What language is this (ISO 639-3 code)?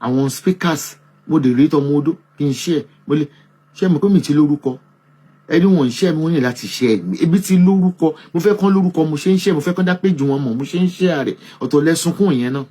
yor